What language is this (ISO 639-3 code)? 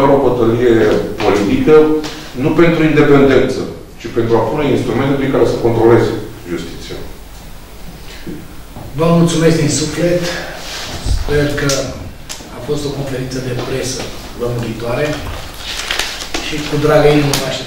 ron